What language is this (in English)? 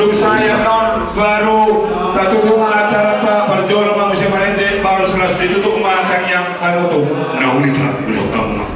Batak Toba